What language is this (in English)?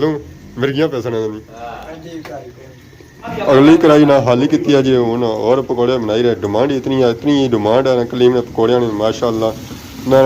Pahari-Potwari